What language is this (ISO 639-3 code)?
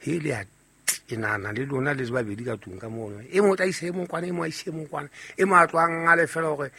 sot